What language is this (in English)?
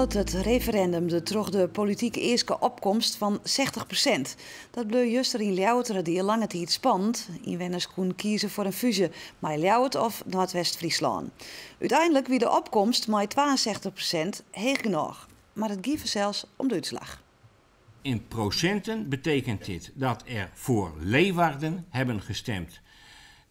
Western Frisian